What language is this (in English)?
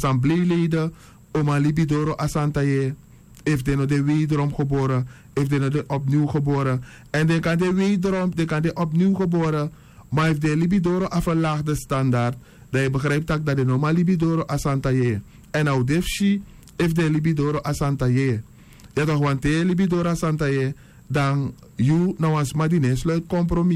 Sranan Tongo